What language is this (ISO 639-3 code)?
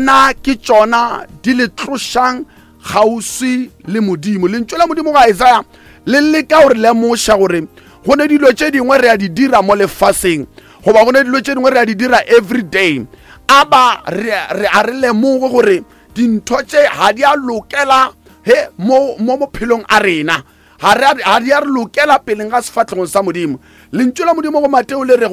nso